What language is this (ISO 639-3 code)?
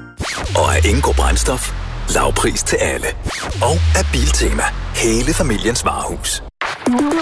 dan